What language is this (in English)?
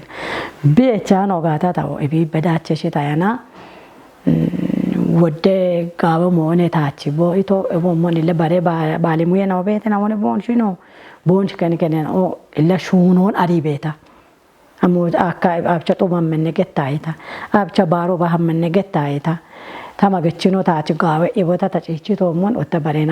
Kafa